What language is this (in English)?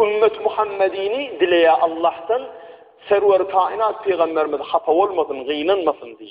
Turkmen